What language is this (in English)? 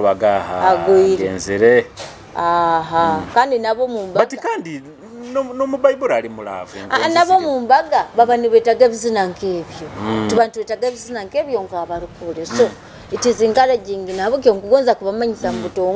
Nyoro